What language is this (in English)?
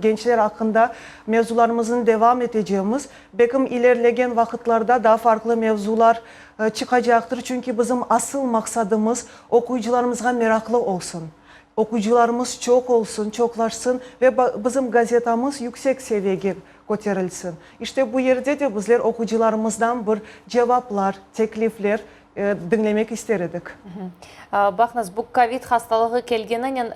Crimean Tatar